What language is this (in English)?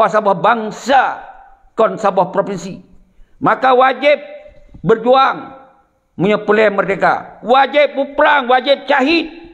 Achinese